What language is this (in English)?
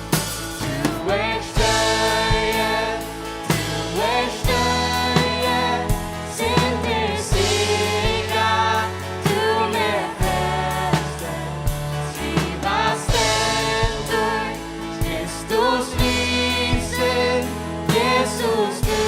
Faroese